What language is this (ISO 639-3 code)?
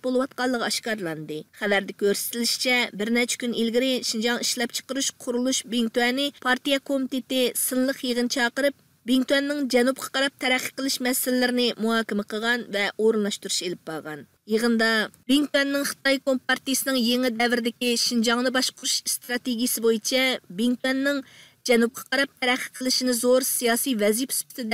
uig